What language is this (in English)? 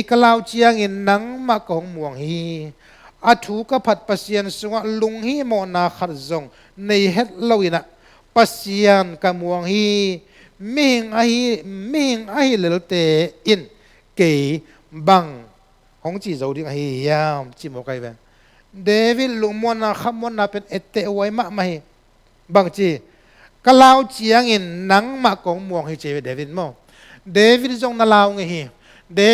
Tedim Chin